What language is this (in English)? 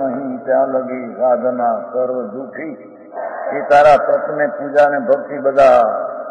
Gujarati